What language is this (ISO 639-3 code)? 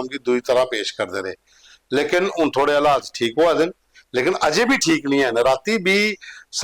doi